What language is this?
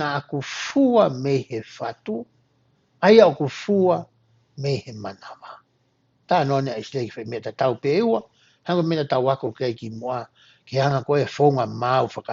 Tongan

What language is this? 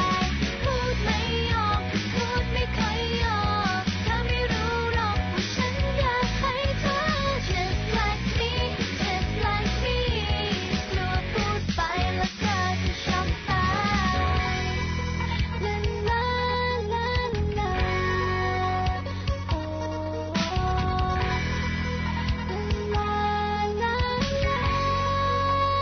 Thai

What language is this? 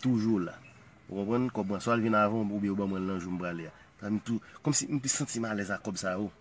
Haitian Creole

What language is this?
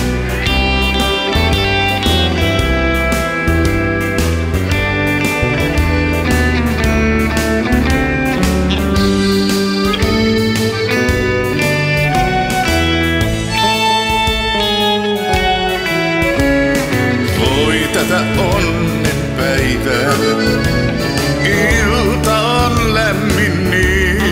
Finnish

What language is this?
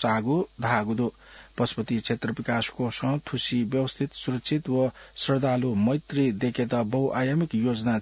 Newari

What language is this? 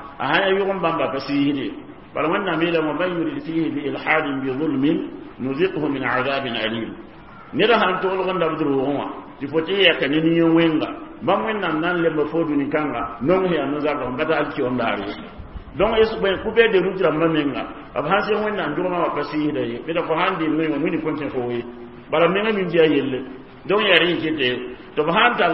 Mossi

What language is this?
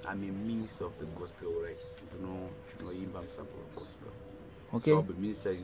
Shona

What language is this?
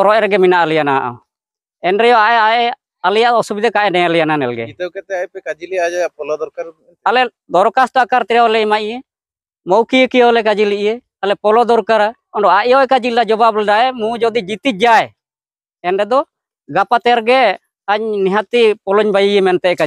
Santali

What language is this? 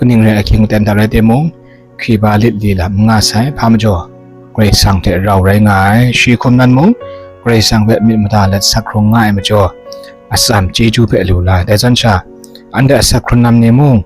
Kachin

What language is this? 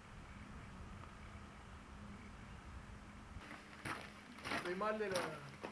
Spanish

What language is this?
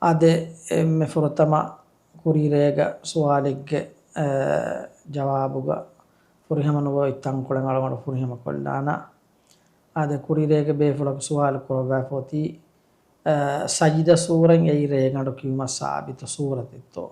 Divehi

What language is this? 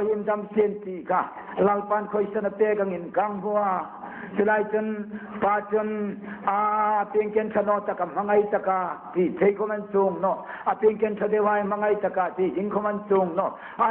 Hmar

